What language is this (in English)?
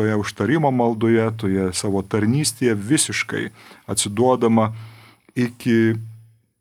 Lithuanian